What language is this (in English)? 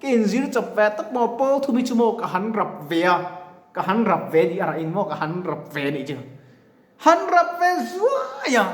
Mizo